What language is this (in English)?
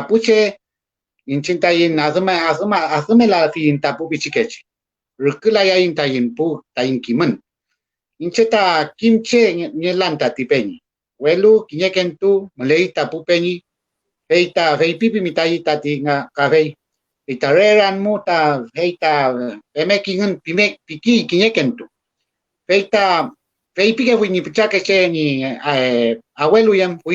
Mapuche